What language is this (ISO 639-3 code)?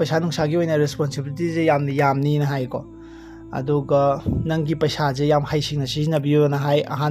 mni